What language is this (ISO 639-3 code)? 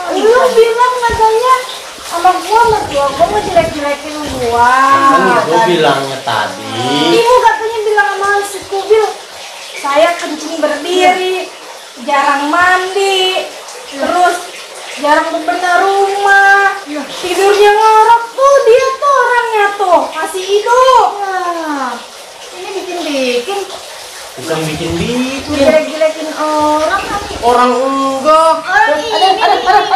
bew